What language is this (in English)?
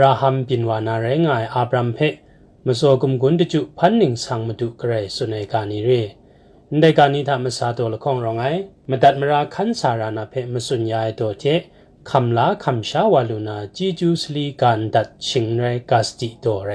Kachin